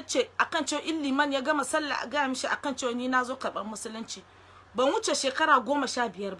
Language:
Hausa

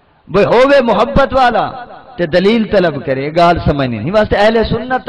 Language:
Saraiki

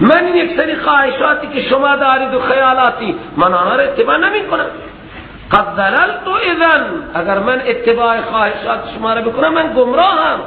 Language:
Persian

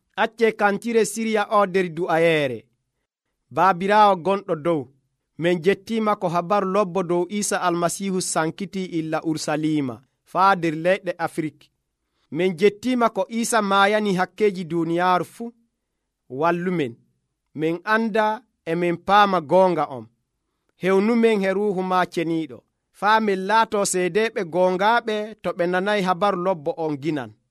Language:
Nigerian Fulfulde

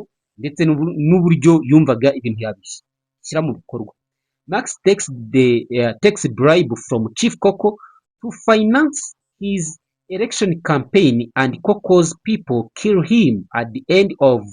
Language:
Kinyarwanda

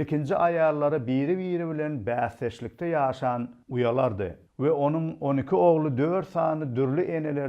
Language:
Turkmen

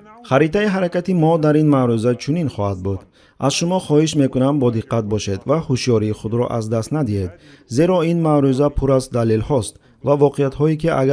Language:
Tajik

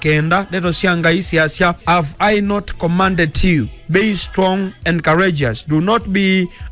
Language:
Kamba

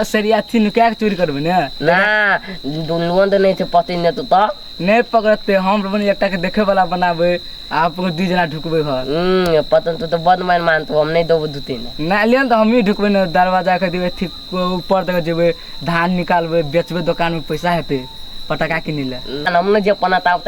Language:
Maithili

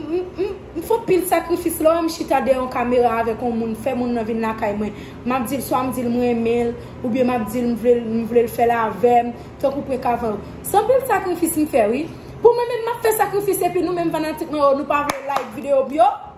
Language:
Haitian Creole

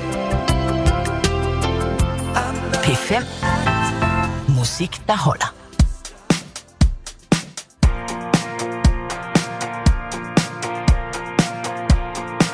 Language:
Danish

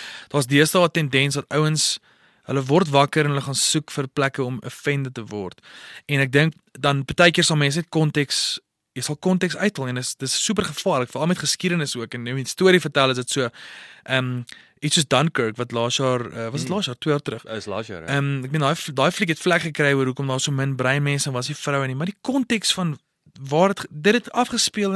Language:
Afrikaans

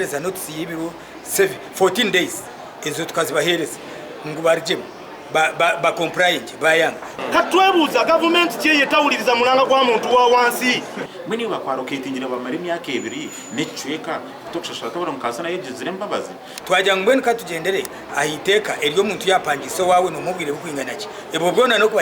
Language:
Nyankole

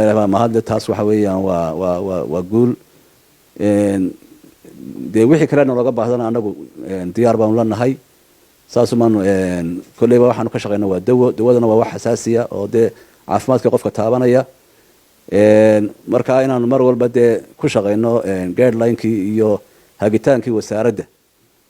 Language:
Somali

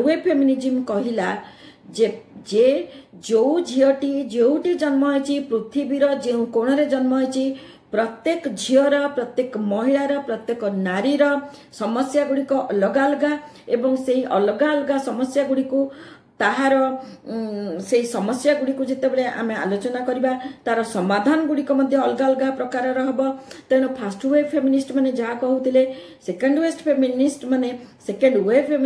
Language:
Odia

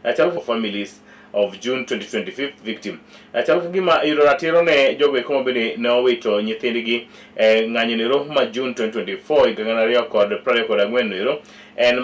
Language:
Luo (Kenya and Tanzania)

